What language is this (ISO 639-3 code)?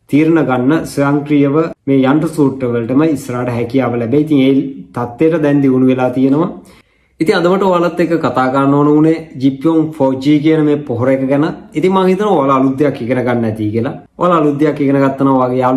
sin